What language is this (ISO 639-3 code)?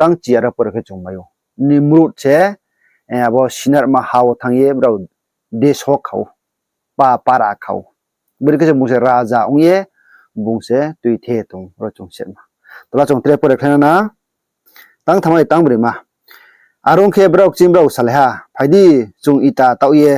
ria